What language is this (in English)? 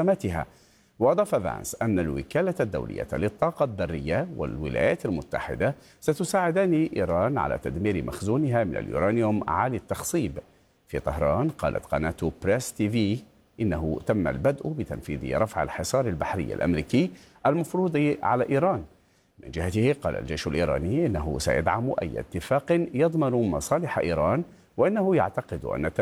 Arabic